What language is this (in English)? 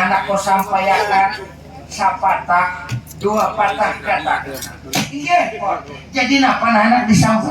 Banjar